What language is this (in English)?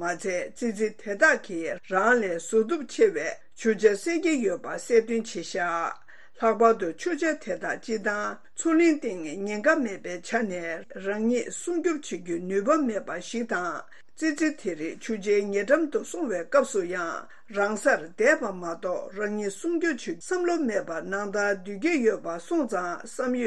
Tibetan